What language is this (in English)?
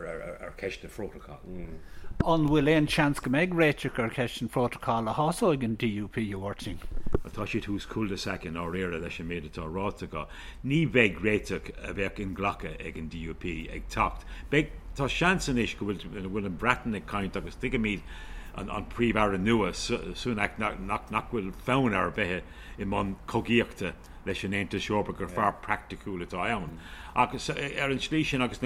Irish